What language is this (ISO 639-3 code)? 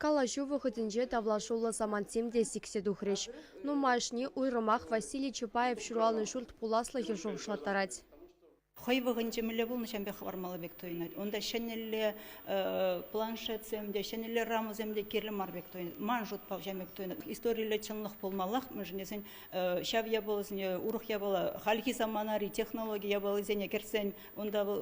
chv